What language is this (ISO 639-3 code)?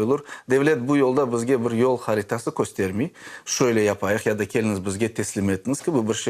crh